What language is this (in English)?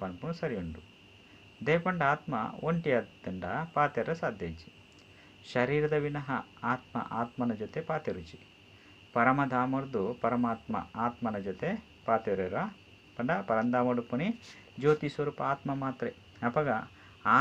Tulu